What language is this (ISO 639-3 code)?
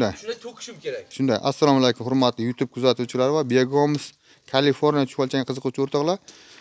uzb